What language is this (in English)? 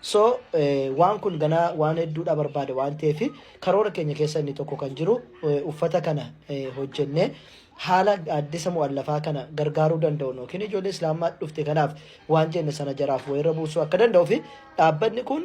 Oromo